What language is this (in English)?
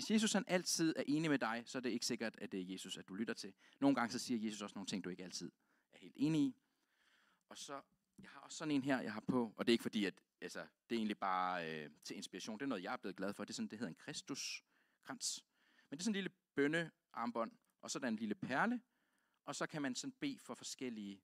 Danish